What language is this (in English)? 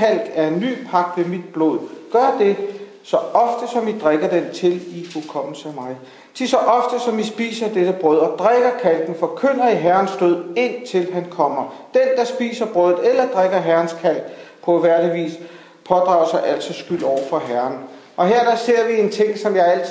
Danish